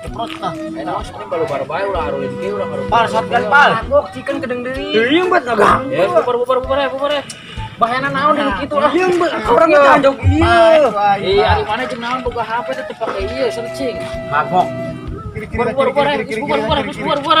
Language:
Sundanese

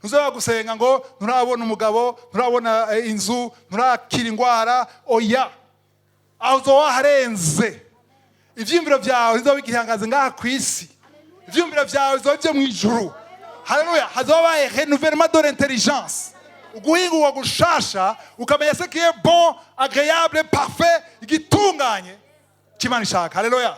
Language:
Rundi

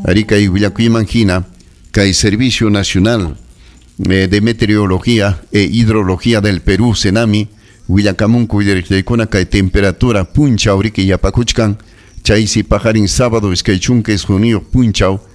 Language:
Ayacucho Quechua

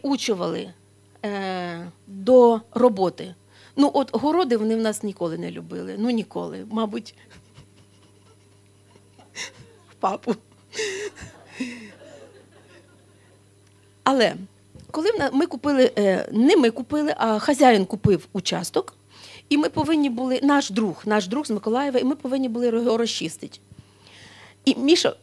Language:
Ukrainian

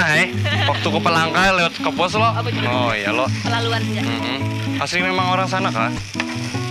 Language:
Banjar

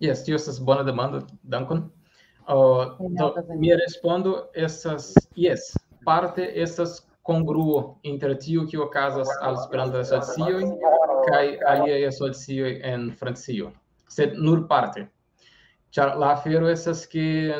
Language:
Esperanto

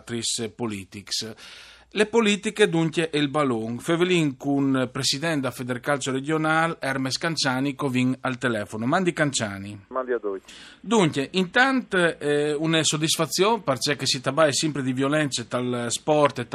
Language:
Friulian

